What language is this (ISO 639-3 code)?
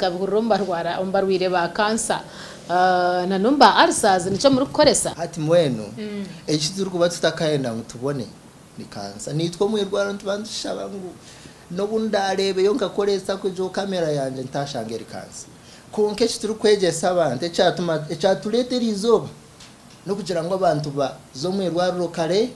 nyn